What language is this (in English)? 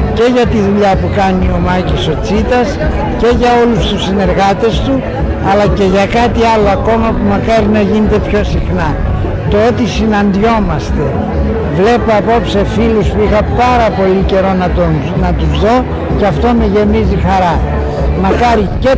Greek